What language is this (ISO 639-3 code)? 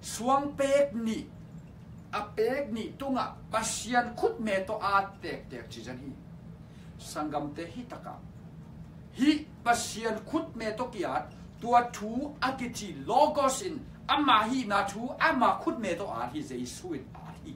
ctd